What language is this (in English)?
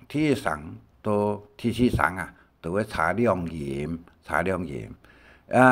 Hakka Chinese